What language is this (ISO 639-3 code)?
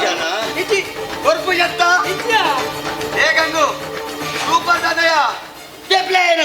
tcy